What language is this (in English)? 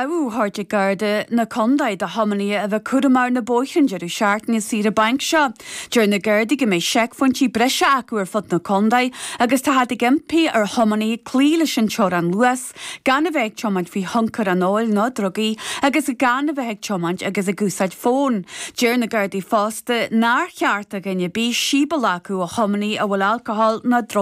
Irish